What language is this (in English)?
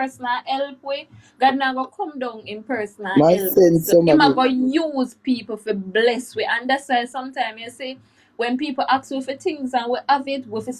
Jamaican Creole English